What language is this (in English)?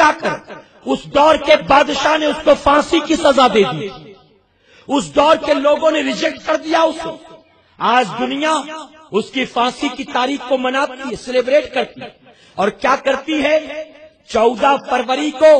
Urdu